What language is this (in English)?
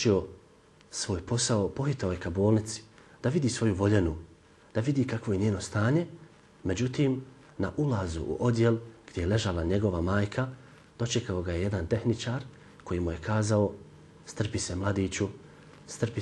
Bosnian